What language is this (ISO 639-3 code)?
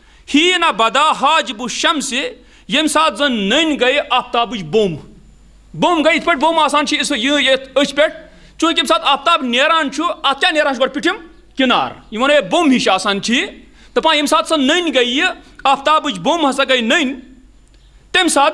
kas